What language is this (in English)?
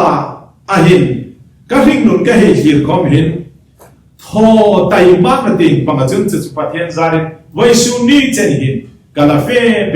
Hmar